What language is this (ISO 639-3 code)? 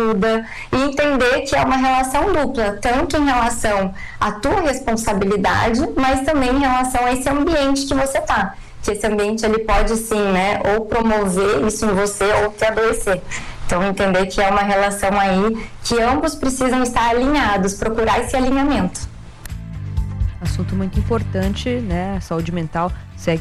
por